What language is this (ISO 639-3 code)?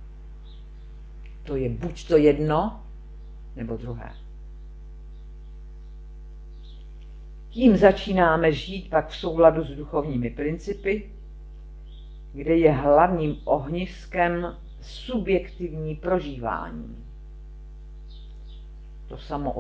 ces